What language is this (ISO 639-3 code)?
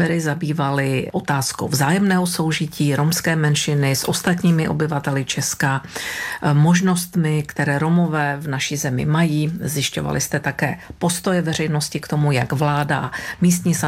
ces